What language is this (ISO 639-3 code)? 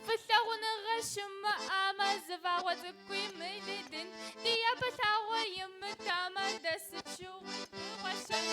kbd